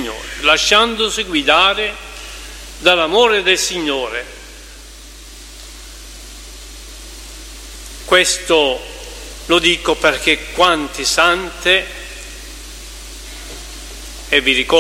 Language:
Italian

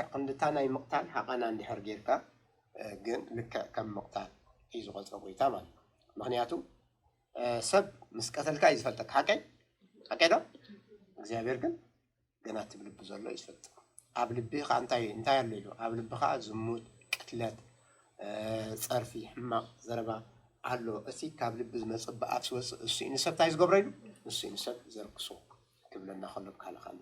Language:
Tigrinya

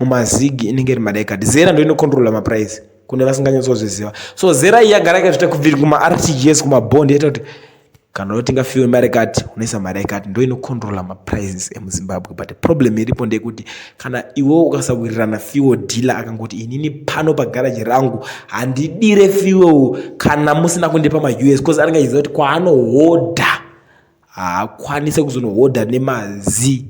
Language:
Shona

